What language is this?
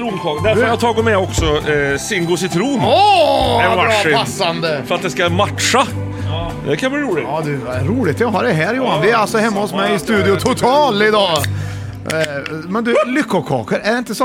Swedish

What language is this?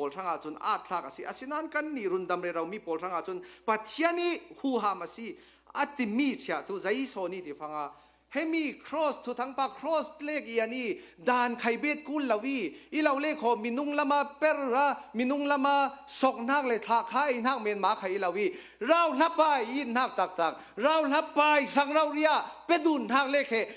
Hakha Chin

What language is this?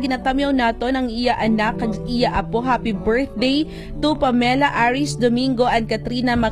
Hiligaynon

